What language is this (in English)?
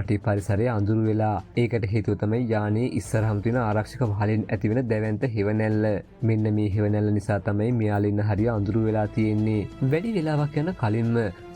Sinhala